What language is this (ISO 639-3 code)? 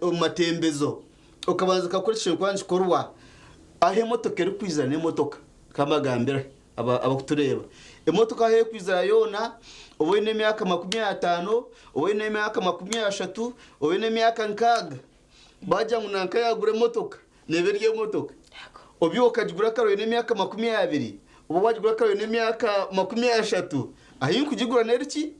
nyn